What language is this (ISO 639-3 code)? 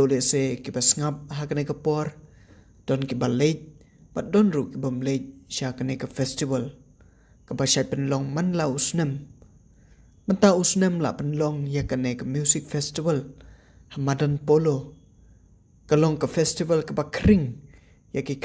kha